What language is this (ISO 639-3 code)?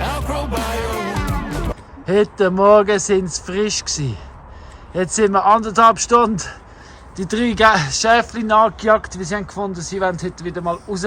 gsw